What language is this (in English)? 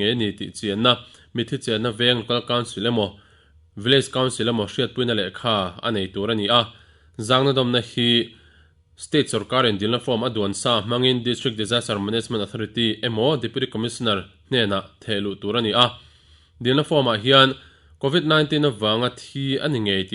Mizo